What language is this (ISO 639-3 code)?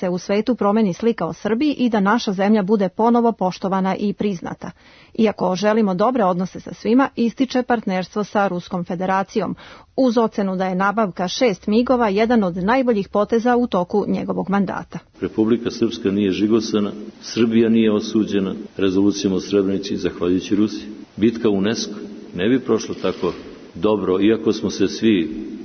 srp